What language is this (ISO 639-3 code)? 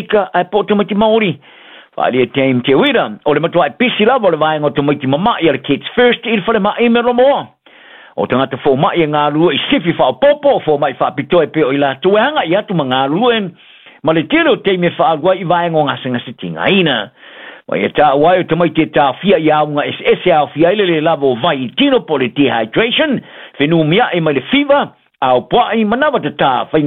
smo